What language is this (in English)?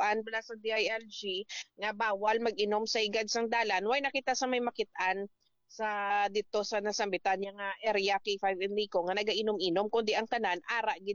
Hiligaynon